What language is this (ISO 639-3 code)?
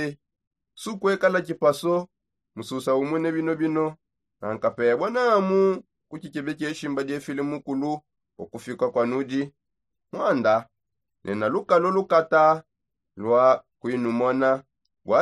sop